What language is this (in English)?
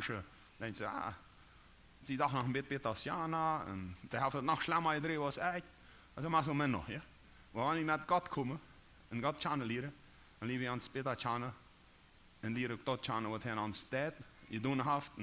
Plautdietsch